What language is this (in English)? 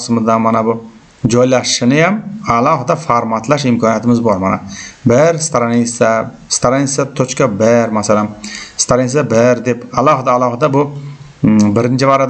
Uzbek